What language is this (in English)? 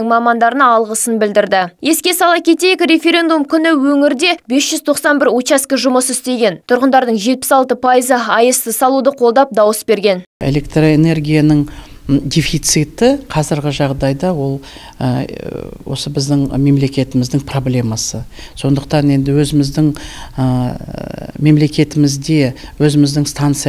Kazakh